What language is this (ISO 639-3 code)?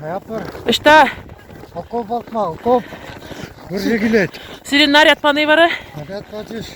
chv